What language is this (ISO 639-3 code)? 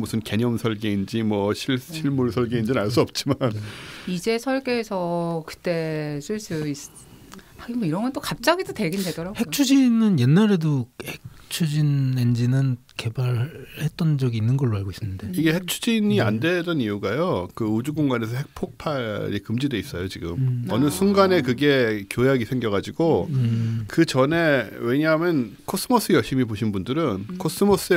kor